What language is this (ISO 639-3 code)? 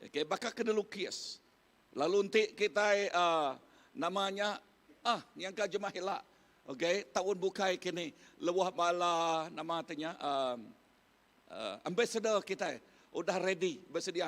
iba